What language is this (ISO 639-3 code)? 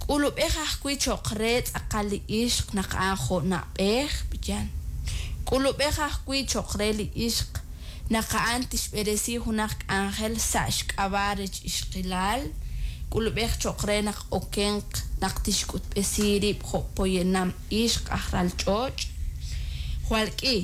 kek